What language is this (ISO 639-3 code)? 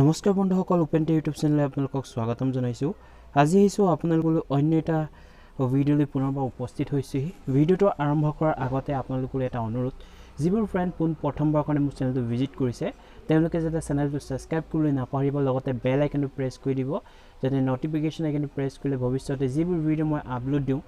asm